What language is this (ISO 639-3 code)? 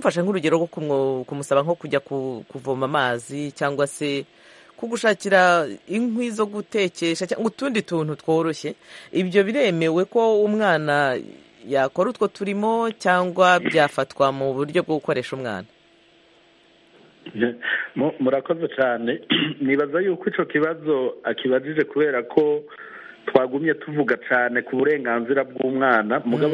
kin